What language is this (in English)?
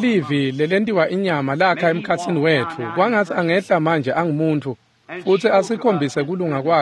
Swati